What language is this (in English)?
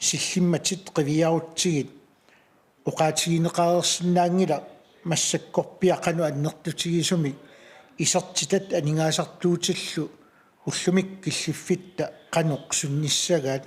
Kalaallisut